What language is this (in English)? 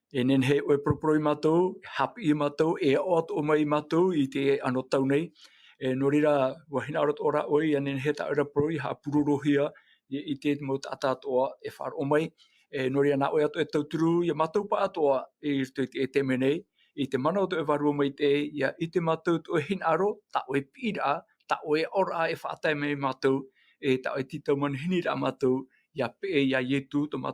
Tahitian